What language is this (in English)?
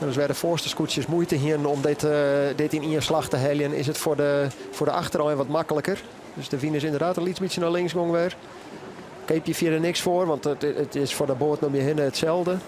Western Frisian